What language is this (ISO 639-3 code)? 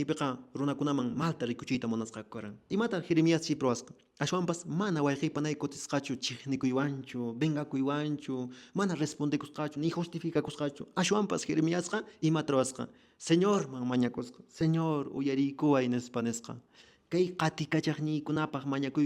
que